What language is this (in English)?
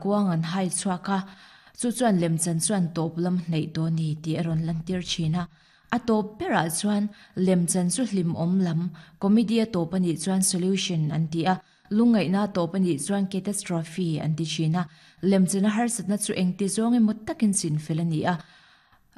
Mizo